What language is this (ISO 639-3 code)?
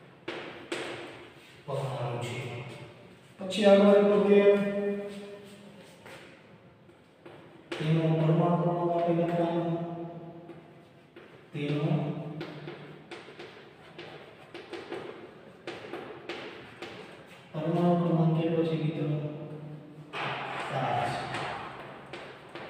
guj